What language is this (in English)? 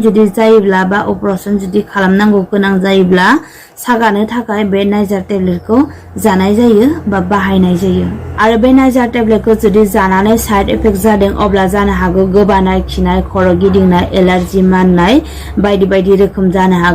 Bodo